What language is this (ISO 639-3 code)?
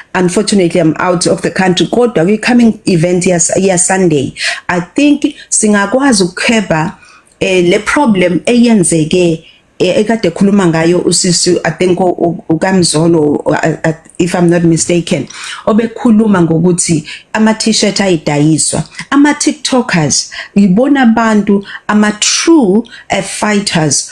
zul